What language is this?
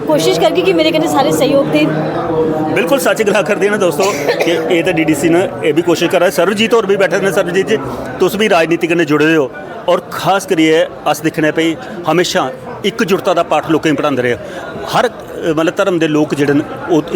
Dogri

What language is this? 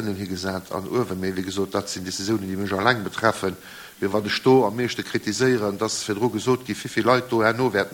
Luxembourgish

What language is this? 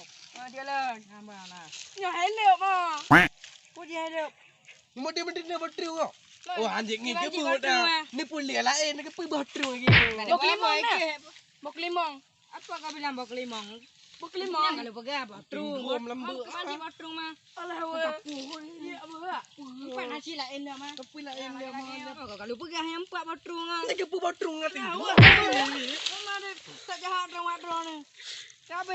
Achinese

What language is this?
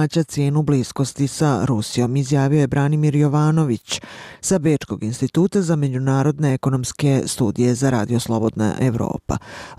Bosnian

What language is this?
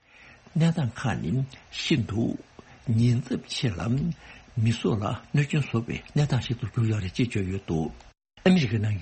Tibetan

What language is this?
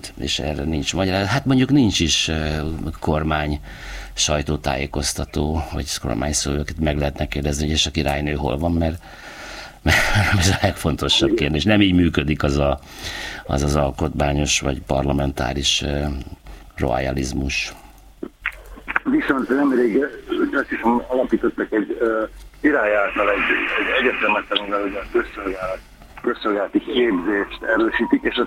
Hungarian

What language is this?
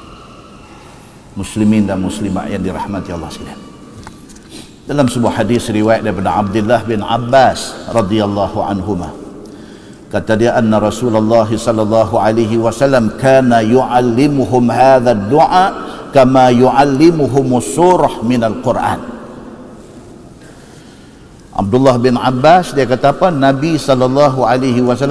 Malay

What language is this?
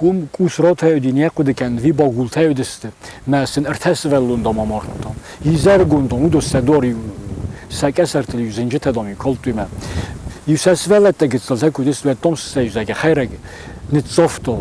Ossetic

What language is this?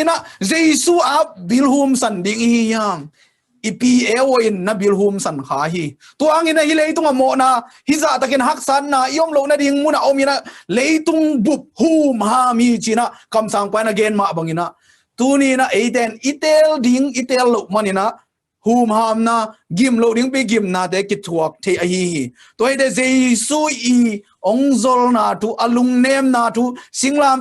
Tedim Chin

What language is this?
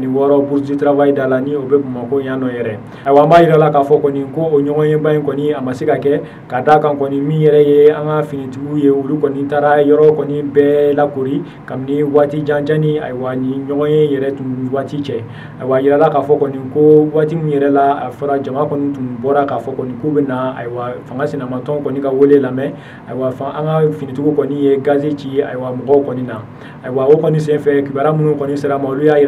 Bambara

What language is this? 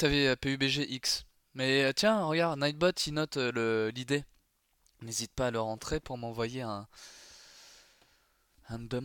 French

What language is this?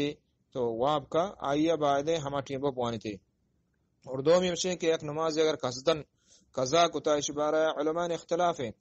Eastern Balochi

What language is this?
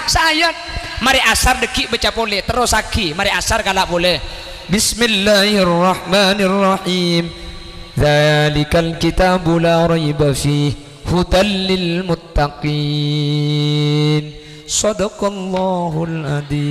Madurese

